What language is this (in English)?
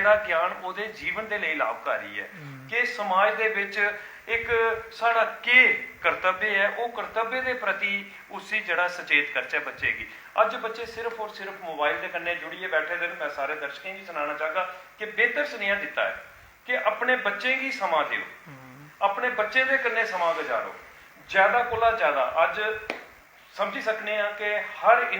Dogri